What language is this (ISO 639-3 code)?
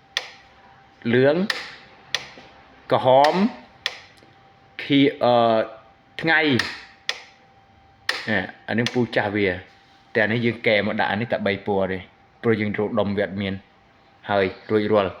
khm